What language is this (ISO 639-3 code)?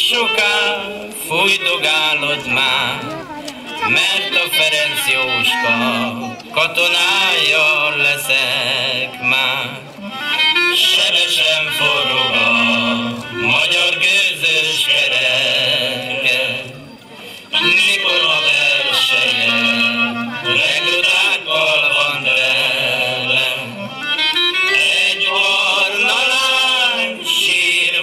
hun